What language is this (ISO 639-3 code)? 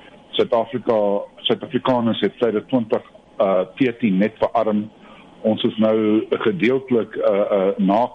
afr